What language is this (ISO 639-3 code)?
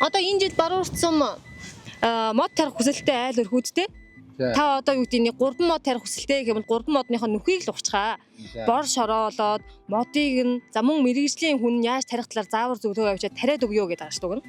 mon